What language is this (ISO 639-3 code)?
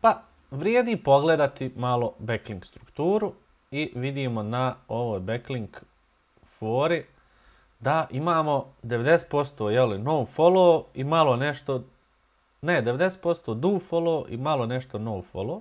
bos